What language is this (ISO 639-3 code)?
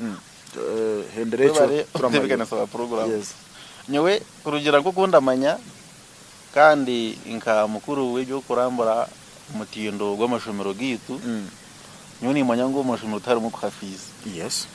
nyn